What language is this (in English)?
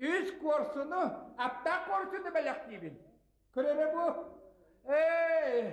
Yakut